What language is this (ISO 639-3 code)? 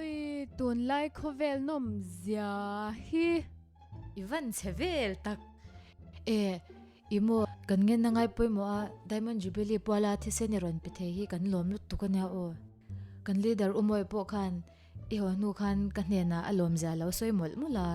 lus